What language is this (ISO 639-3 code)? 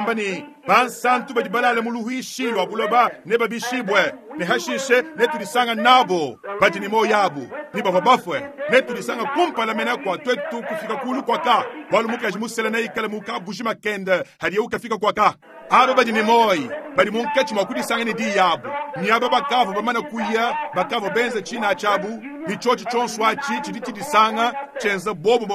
lua